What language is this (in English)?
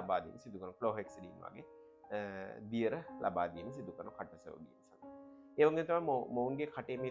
Sinhala